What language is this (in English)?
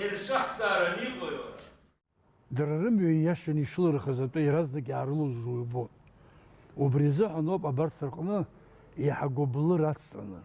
Abkhazian